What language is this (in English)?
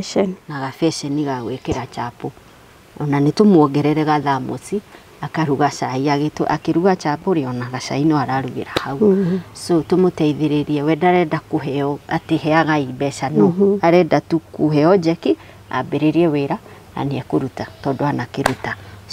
Kikuyu